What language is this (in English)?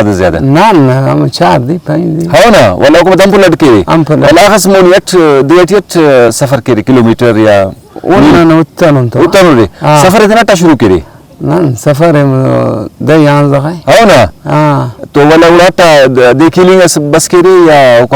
Brahui